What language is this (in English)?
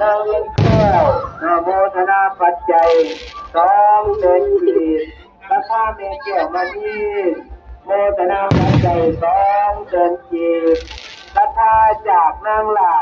Lao